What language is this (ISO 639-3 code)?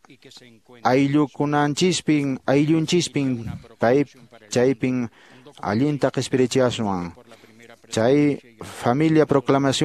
que